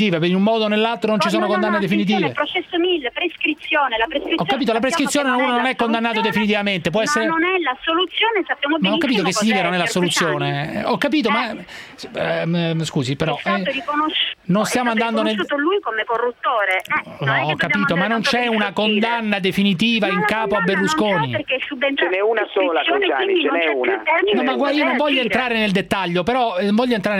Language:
Italian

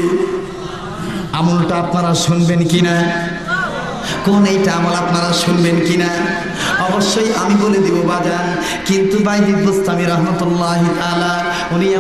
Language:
Bangla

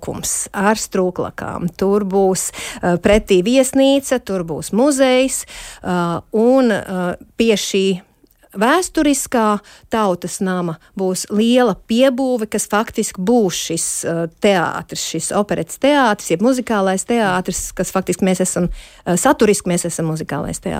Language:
Latvian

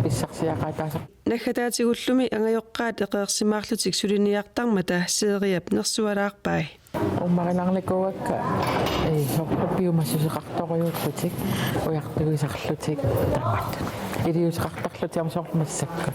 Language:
Kalaallisut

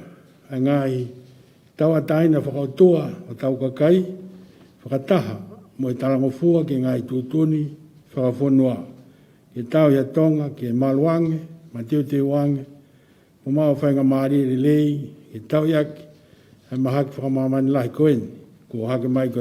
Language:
Tongan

